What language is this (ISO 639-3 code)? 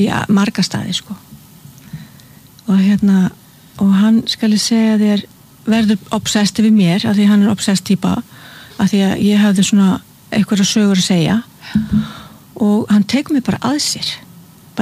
isl